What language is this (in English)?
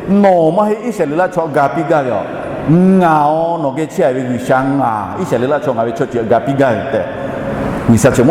Lahu